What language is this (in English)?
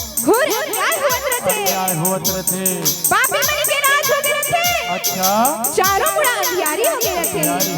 Chhattisgarhi